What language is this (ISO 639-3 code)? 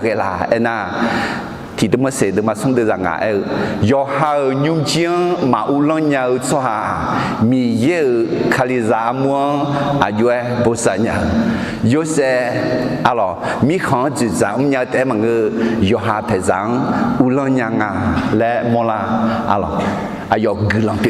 ahk